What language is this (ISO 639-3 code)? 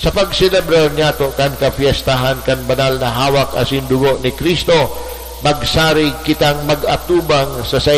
bik